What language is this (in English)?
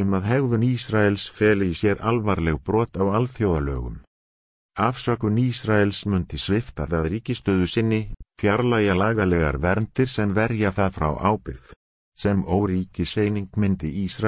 Icelandic